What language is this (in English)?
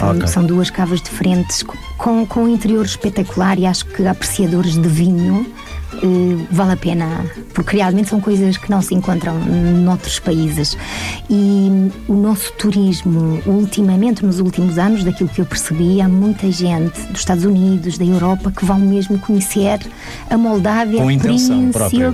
Portuguese